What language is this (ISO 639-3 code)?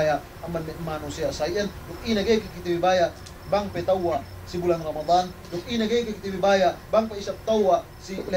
yka